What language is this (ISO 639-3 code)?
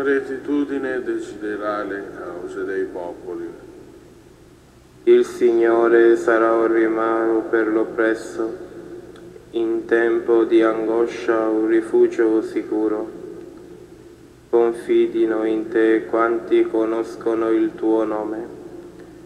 ita